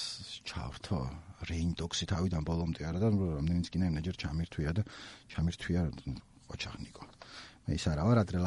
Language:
Georgian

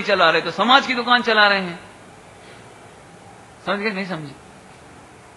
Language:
Hindi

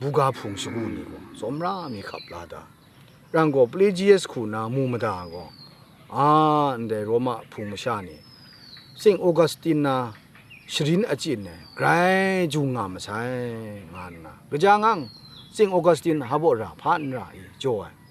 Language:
Kachin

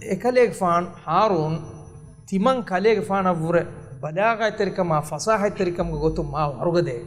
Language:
Divehi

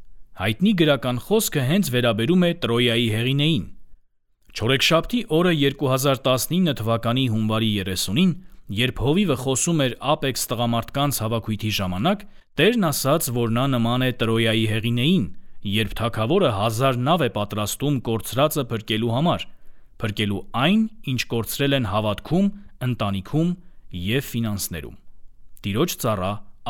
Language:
Armenian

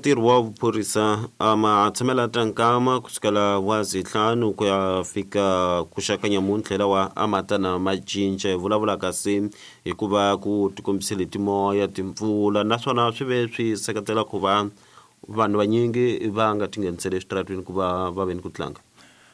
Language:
Tsonga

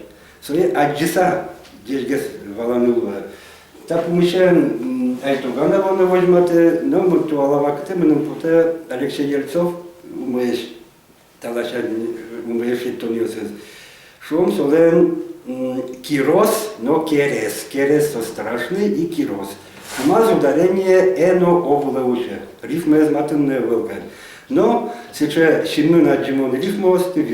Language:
Udmurt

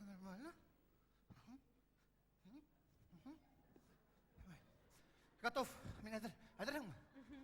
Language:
Bashkir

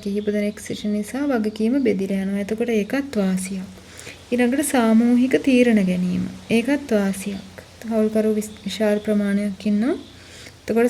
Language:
Sinhala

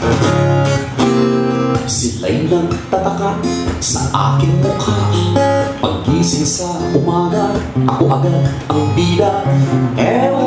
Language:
Filipino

